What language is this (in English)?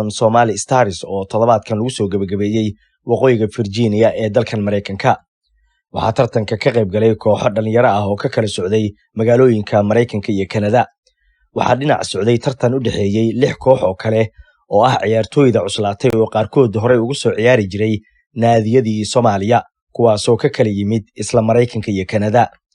Somali